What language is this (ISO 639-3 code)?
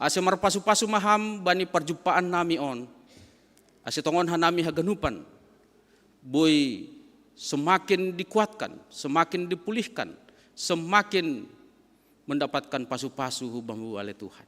bts